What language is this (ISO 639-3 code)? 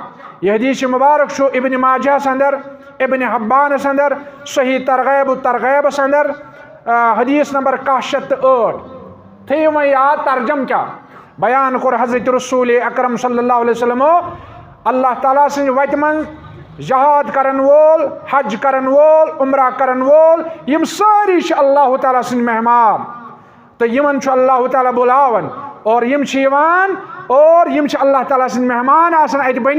kas